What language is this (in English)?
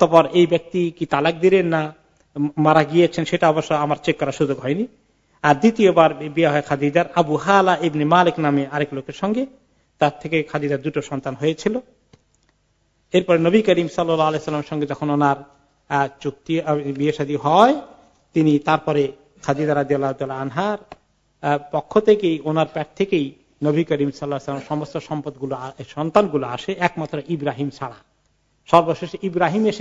Bangla